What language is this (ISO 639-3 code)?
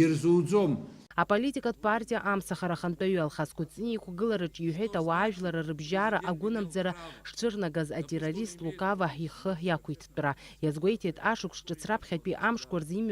abk